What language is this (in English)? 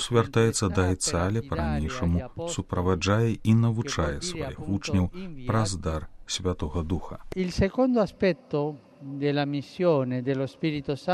Belarusian